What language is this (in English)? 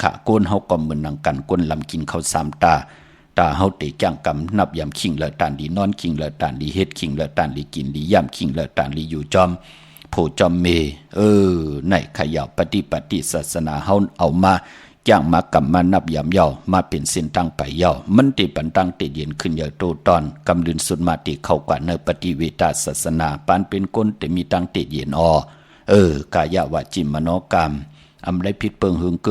Shan